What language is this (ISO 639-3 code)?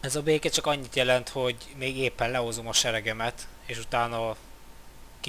hun